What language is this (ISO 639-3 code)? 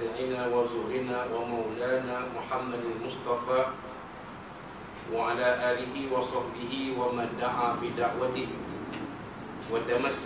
msa